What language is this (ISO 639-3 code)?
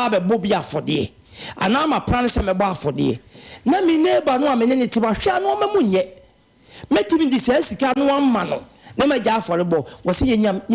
aka